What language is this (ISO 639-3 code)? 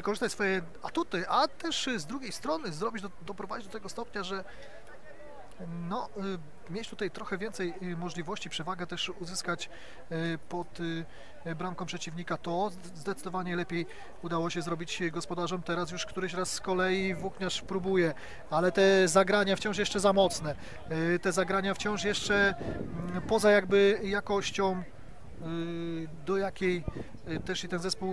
pol